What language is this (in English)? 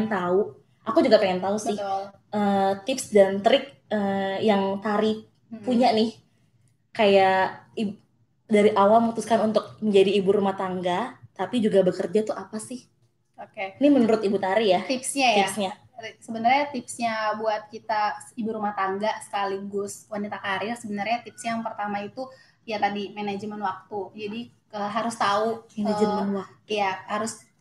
Indonesian